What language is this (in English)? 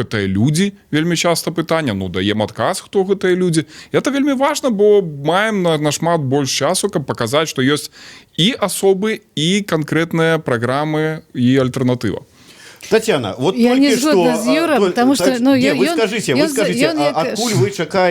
Belarusian